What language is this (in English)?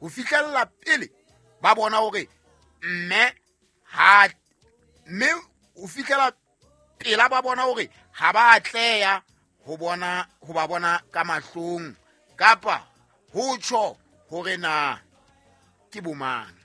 Southern Sotho